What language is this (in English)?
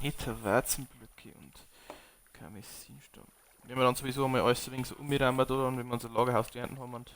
Bavarian